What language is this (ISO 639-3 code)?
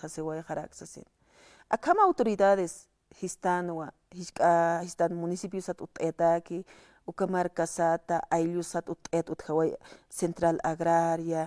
aym